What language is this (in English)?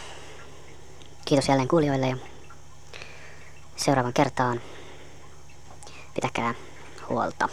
Finnish